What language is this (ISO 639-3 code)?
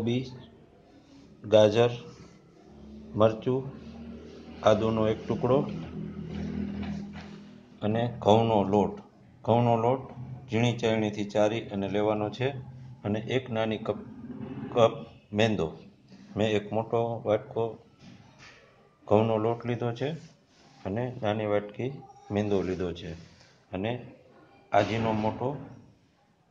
guj